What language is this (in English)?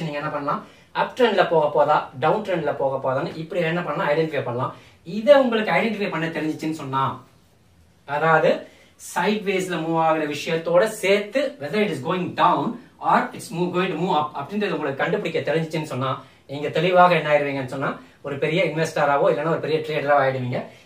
Tamil